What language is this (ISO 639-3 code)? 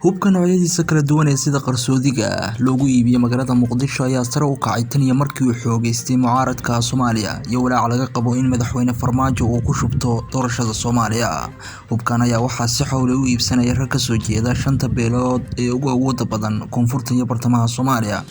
som